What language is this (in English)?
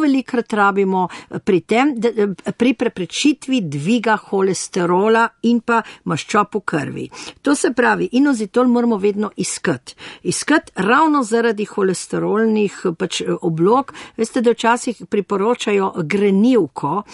Slovenian